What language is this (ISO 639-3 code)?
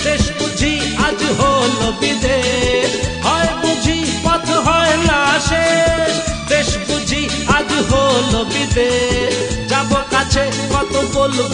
ben